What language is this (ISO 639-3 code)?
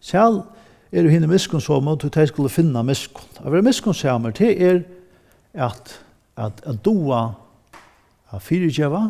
fao